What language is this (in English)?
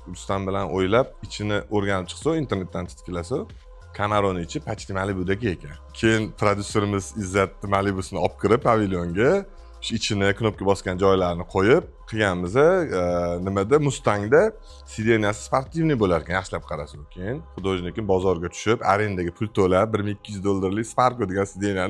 Uzbek